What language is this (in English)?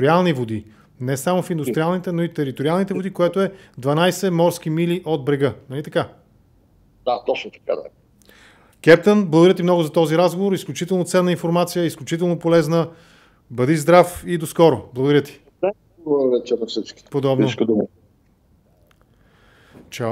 Bulgarian